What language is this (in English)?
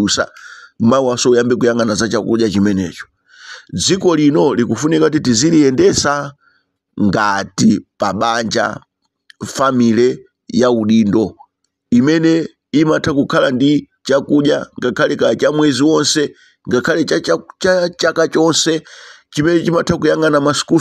Nyanja